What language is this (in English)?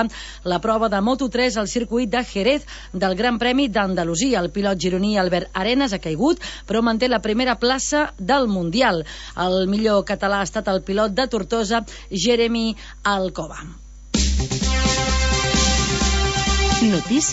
Catalan